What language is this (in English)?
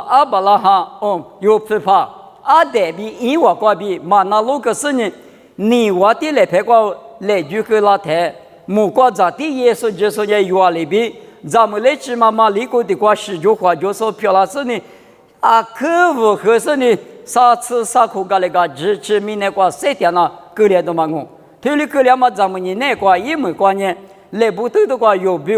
Lisu